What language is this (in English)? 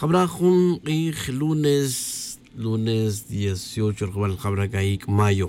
Tz'utujil